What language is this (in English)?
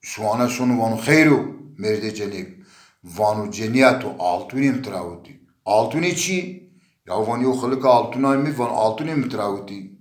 Zaza